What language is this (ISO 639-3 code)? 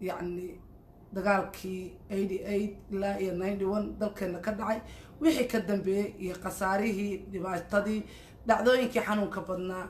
som